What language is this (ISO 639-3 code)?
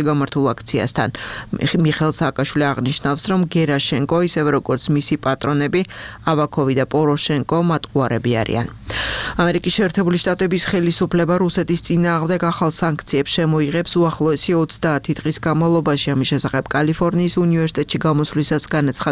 kat